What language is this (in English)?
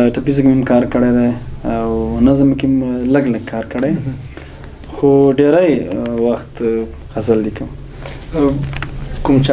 Pashto